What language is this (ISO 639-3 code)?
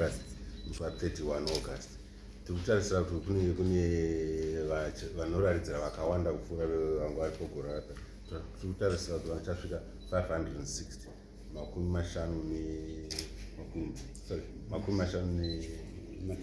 sna